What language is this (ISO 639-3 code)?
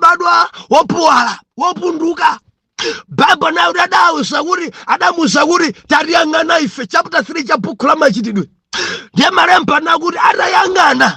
nya